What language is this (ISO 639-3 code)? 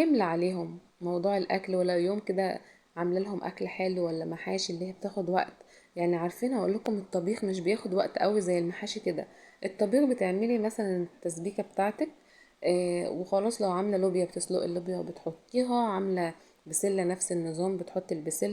arz